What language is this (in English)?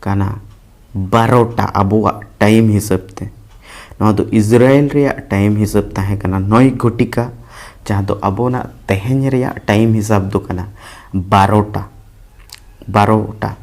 Santali